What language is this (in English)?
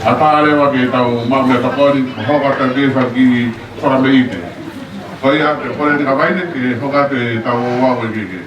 Tongan